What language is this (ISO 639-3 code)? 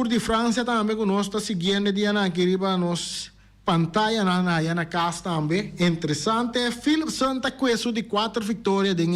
pap